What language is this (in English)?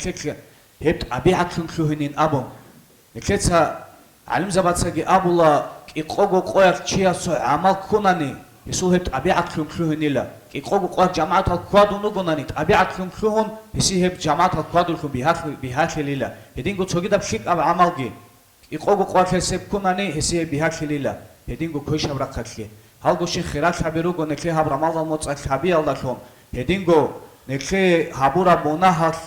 Avaric